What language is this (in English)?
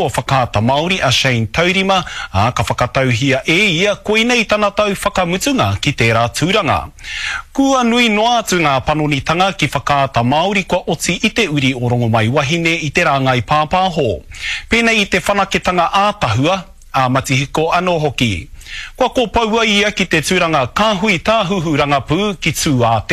Māori